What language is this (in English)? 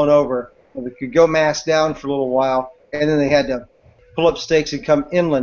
English